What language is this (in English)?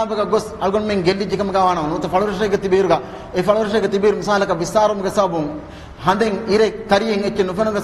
Divehi